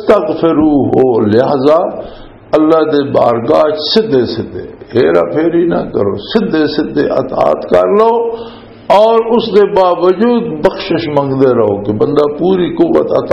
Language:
Western Panjabi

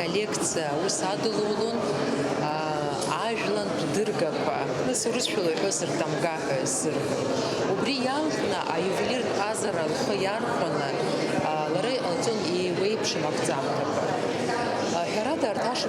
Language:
Abkhazian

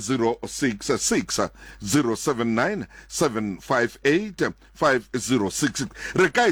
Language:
Southern Sotho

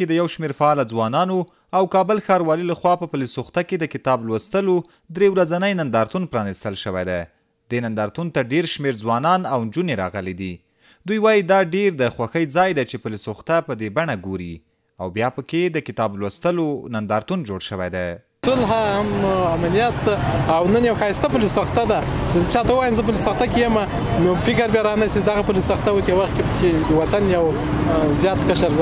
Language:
Pashto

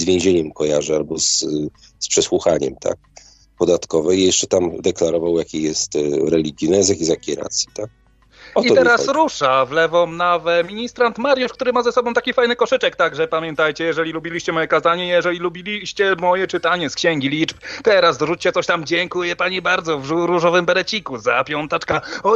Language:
Polish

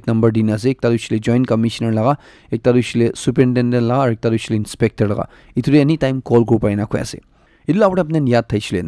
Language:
Naga Pidgin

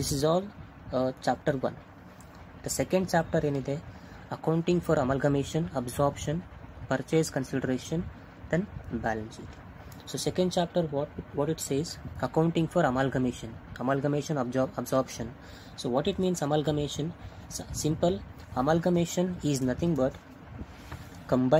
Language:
Kannada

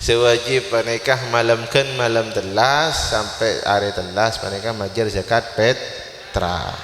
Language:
Madurese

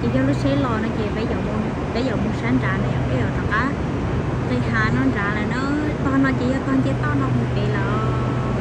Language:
Hmong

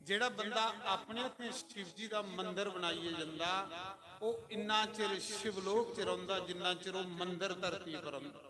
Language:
Dogri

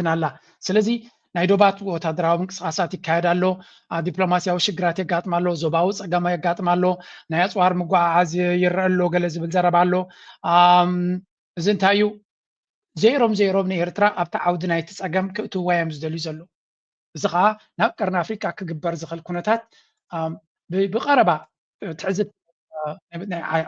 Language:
Tigrinya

